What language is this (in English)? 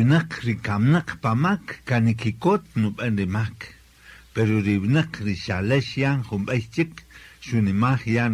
Kaqchikel